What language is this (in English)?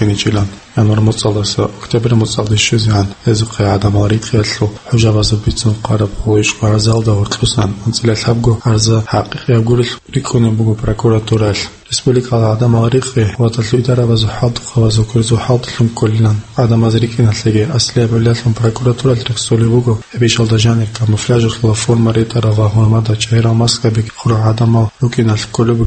Avaric